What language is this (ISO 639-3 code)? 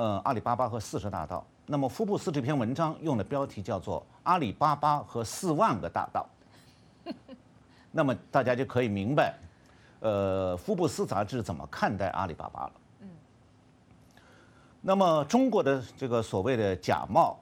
zho